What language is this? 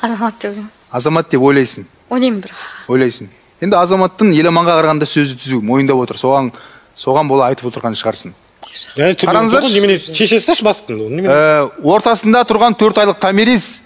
Kazakh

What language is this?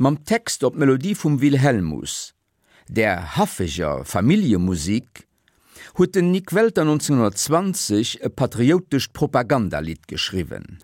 Luxembourgish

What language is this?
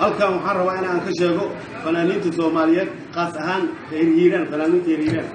Somali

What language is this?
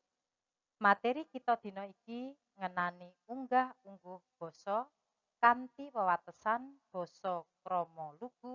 Javanese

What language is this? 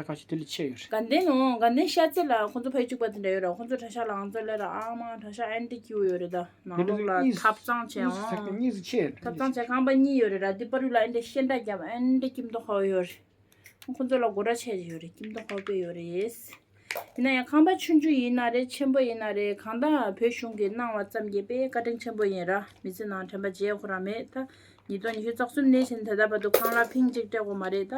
Tibetan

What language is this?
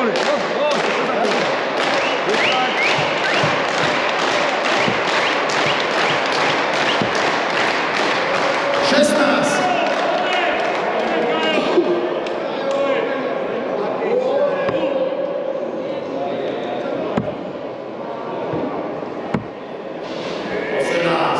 Slovak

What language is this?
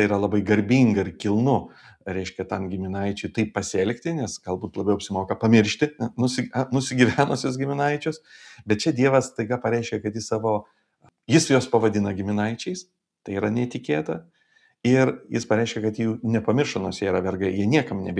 Lithuanian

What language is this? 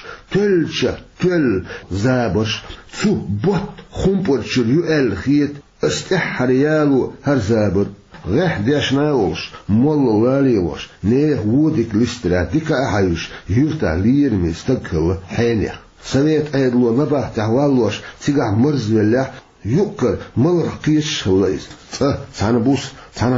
Chechen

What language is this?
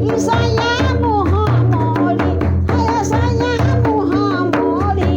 Sadri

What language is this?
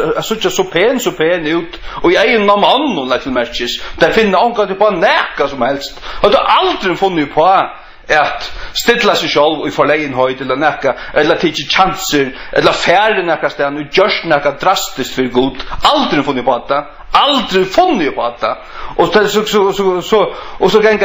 Faroese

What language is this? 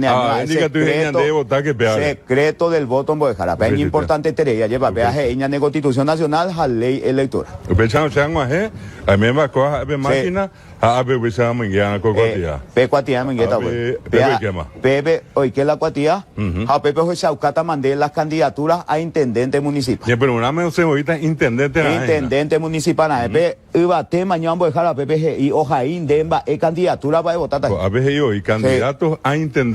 Guarani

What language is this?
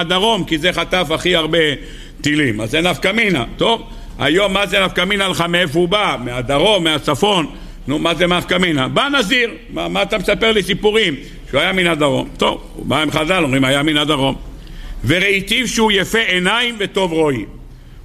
Hebrew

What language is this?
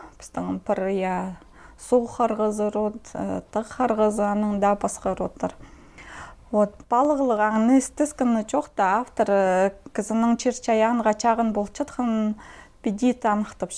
Khakas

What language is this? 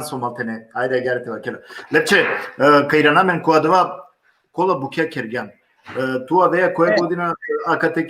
Balkan Romani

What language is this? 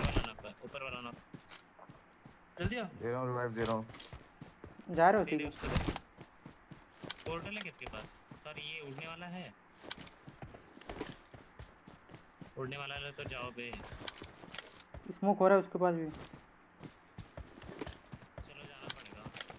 Hindi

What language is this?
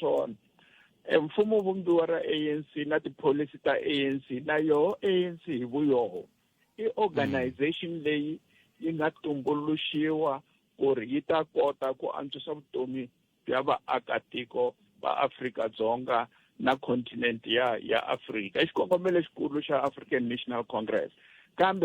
Tsonga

